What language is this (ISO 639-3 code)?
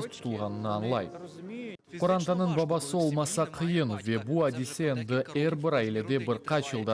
crh